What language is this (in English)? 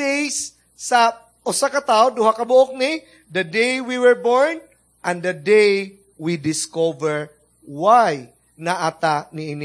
Cebuano